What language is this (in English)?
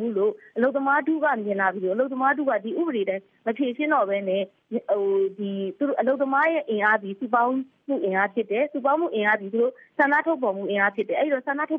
Burmese